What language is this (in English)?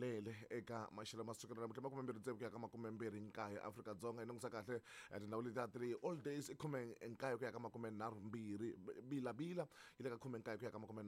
Tsonga